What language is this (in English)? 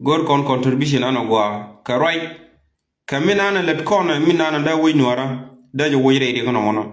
Nuer